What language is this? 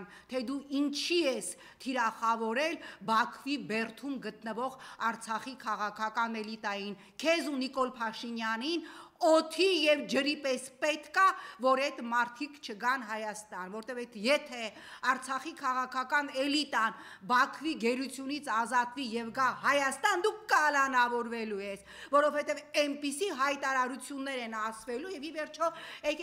Armenian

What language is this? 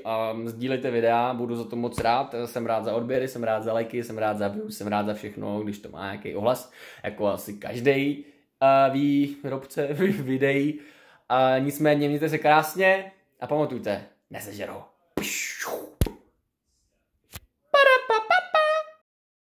Czech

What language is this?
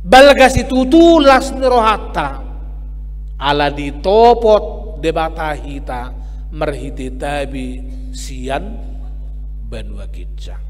Batak Toba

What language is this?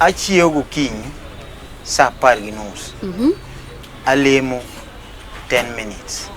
Luo (Kenya and Tanzania)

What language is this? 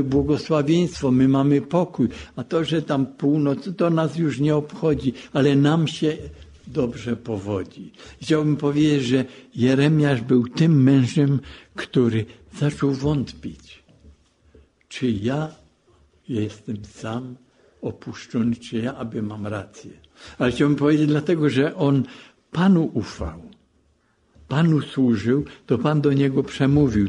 Polish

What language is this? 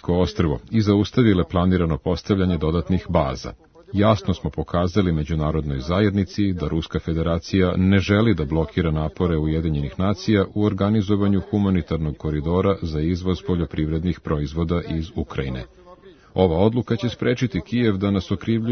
Serbian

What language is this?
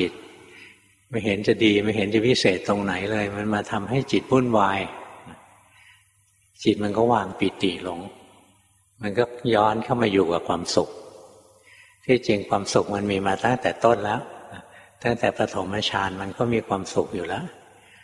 Thai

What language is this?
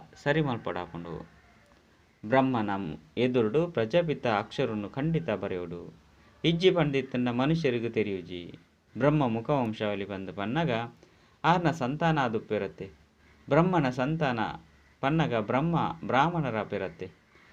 Tulu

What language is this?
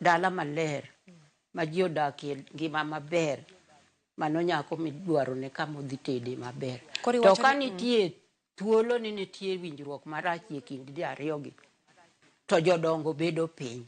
Luo (Kenya and Tanzania)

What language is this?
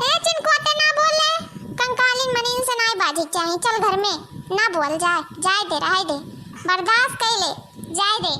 Awadhi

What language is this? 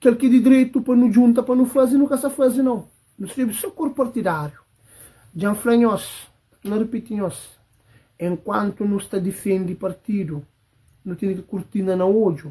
Kabuverdianu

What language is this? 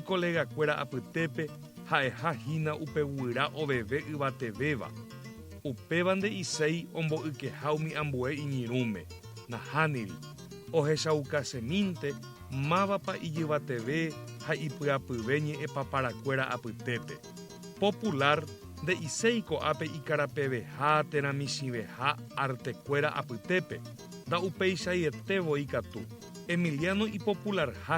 Guarani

